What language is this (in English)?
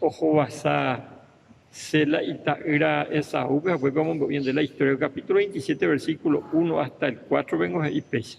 Guarani